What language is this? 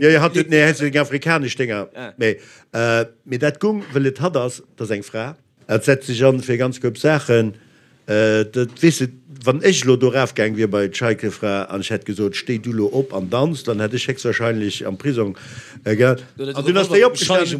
Luxembourgish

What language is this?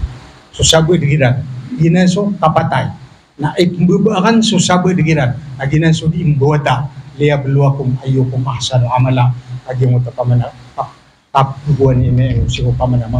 Maranao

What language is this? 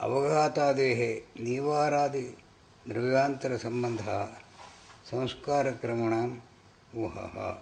Sanskrit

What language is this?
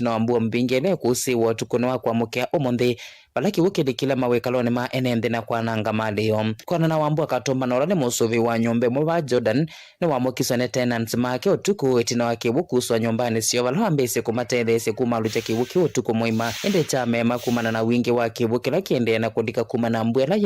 Kamba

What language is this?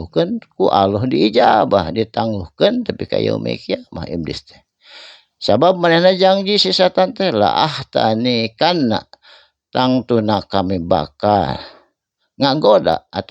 Sundanese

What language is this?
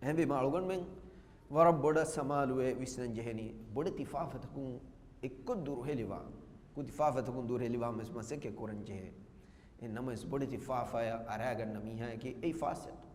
Divehi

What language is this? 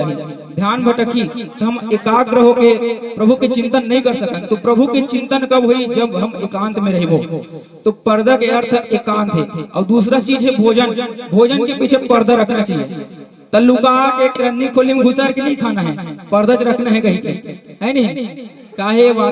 Chhattisgarhi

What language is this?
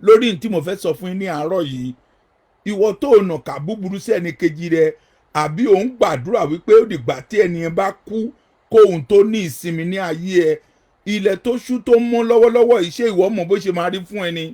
Yoruba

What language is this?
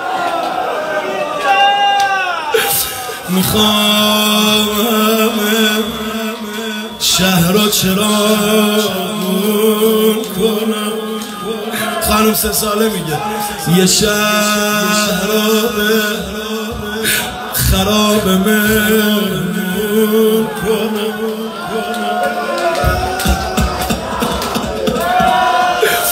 Persian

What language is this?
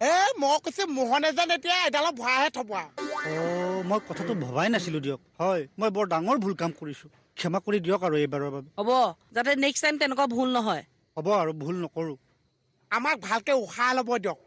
Assamese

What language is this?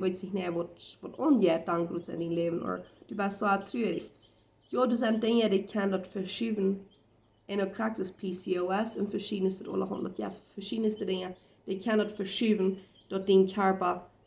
Plautdietsch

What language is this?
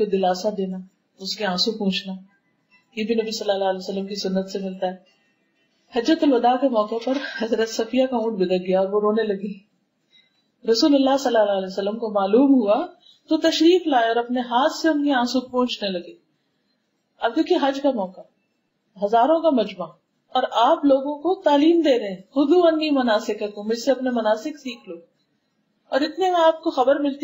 Urdu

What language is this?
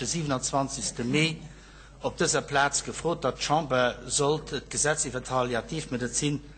Luxembourgish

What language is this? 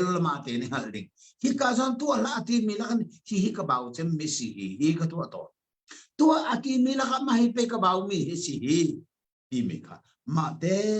Hakha Chin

